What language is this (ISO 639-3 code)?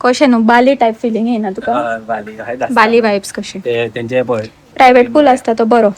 kok